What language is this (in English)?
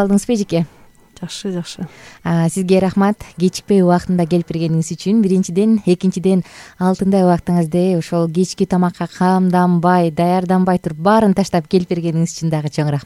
Kyrgyz